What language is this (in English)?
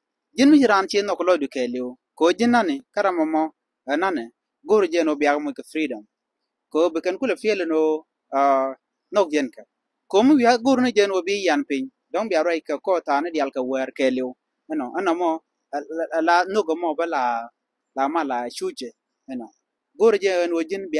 Nuer